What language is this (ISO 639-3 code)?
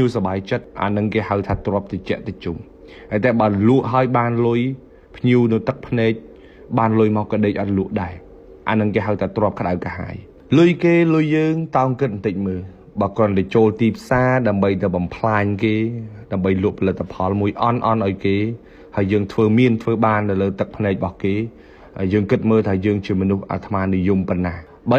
khm